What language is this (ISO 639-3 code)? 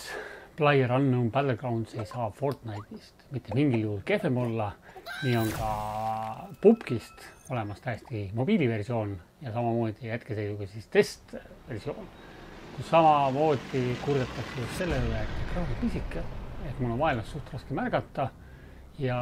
est